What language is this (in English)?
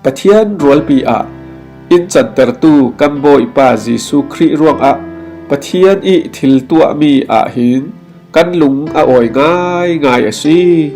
Falam Chin